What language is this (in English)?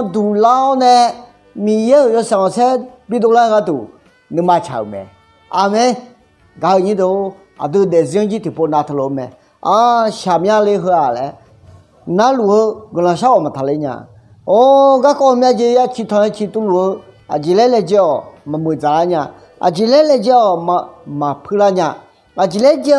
Akha